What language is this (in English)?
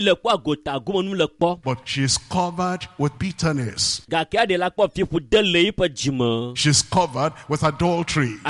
Ewe